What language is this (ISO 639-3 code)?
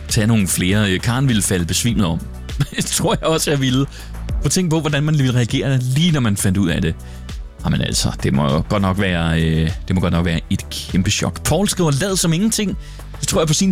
dan